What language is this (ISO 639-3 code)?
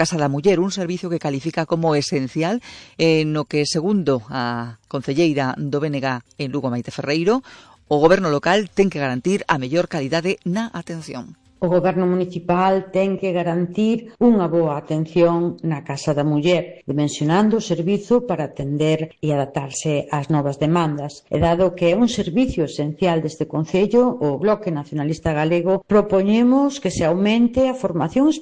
glg